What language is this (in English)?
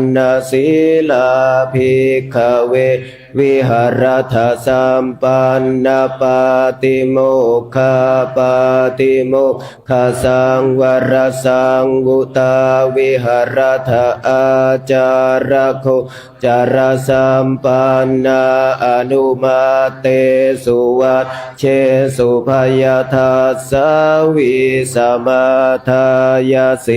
Pali